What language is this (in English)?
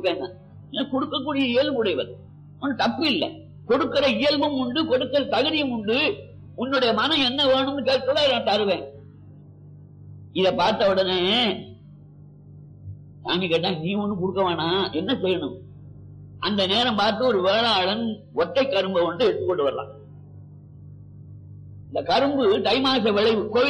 Tamil